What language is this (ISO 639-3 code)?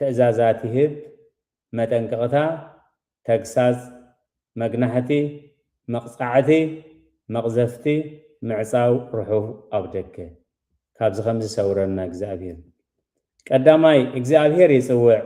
tir